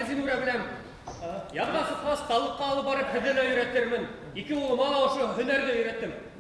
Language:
Bashkir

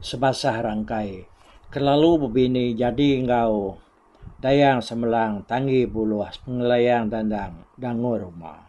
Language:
Iban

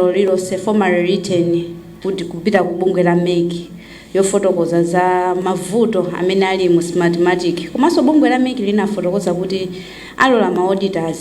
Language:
Nyanja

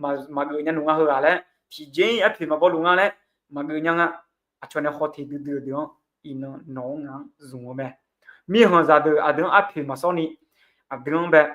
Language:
Akha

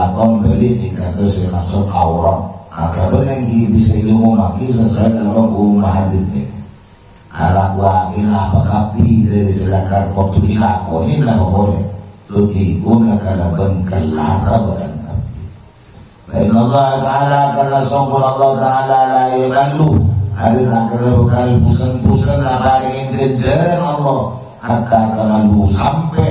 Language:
Madurese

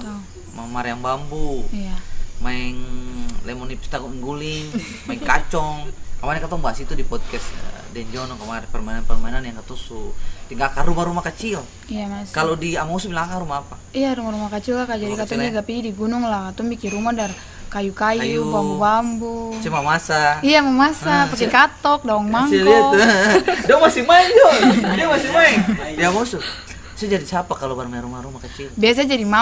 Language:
Ambonese Malay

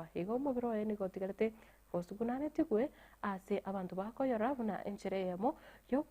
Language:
Gusii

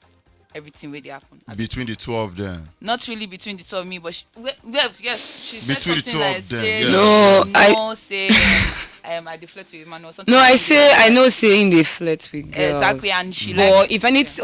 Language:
Nigerian Pidgin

